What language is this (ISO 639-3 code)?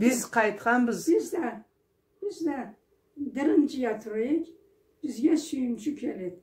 krc